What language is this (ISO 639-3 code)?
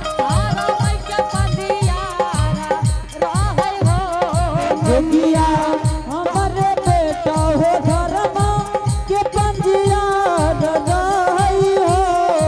anp